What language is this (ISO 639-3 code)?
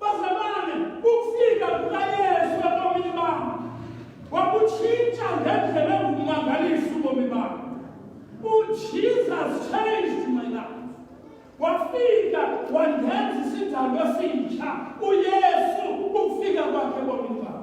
xho